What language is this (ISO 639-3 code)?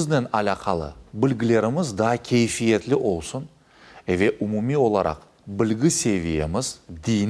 crh